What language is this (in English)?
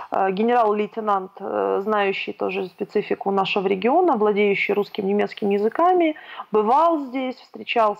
Russian